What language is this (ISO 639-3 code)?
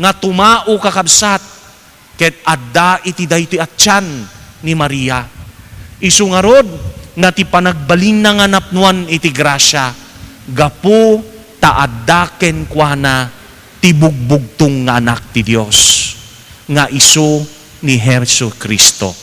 ilo